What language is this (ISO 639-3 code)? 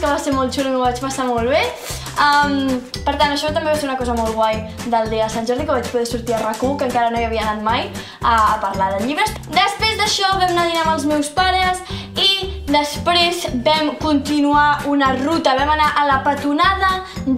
cat